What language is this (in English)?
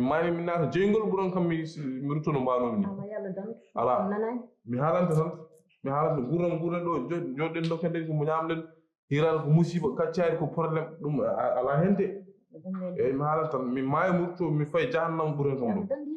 Fula